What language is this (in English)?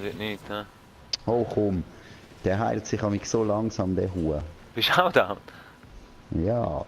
Swiss German